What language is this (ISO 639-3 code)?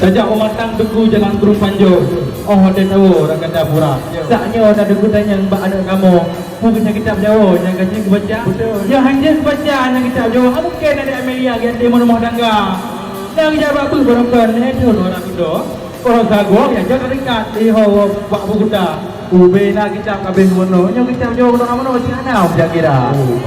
ace